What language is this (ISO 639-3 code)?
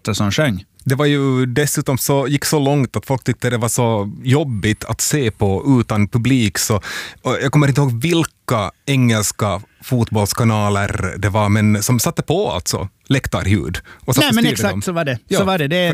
swe